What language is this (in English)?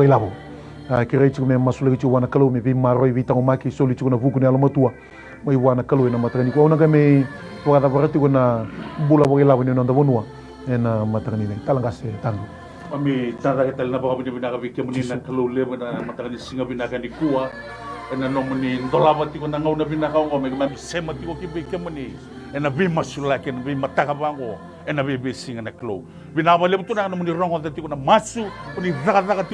Fijian